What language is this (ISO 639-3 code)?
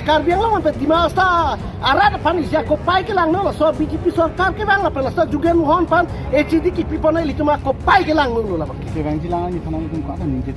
mjw